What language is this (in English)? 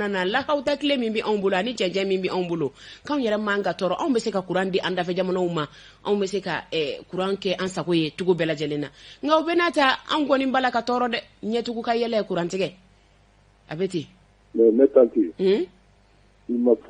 Bambara